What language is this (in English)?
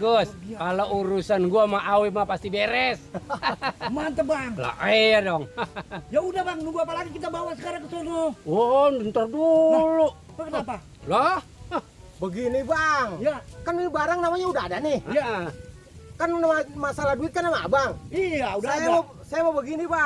Betawi